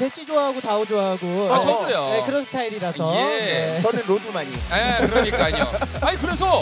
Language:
Korean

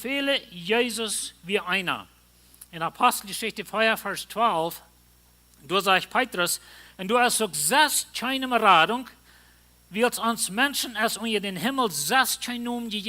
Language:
Plautdietsch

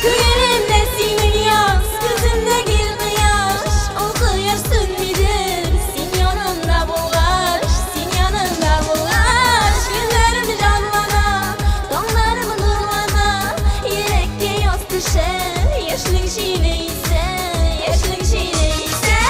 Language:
Tatar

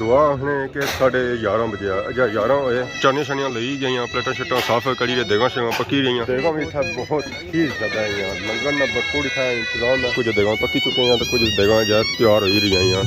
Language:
Pahari-Potwari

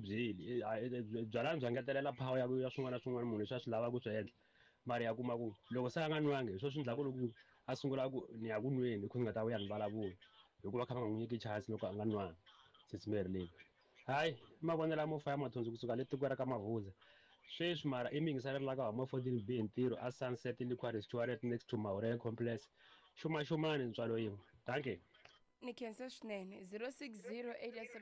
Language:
Tsonga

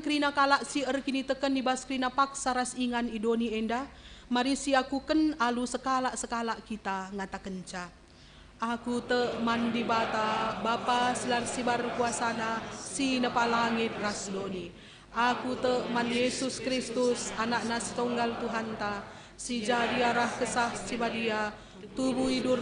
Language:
Batak Karo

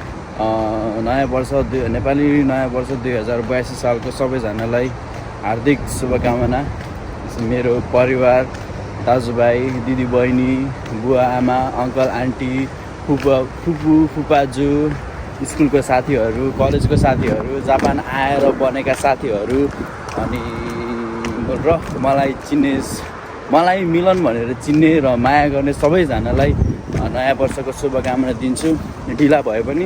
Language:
Nepali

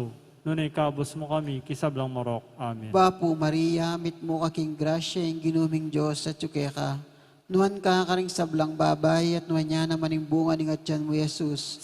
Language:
Pampanga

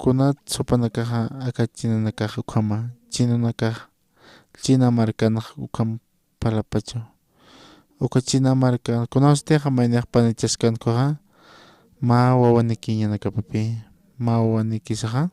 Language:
Aymara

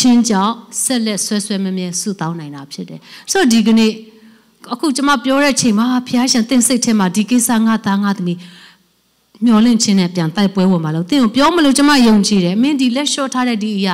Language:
Burmese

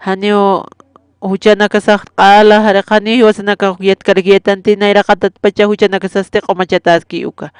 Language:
Aymara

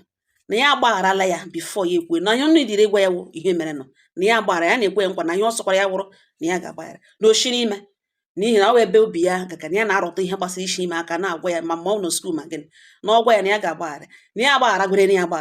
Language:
Igbo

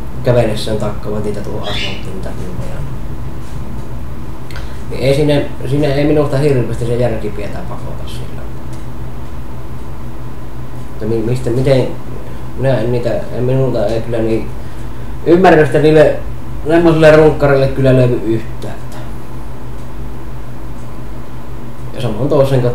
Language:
Finnish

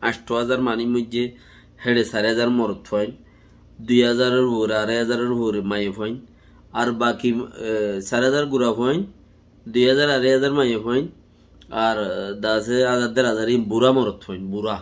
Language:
Rohingya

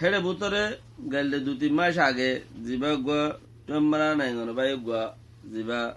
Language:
Rohingya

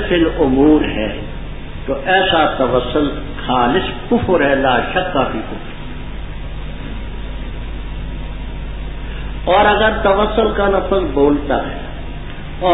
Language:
Urdu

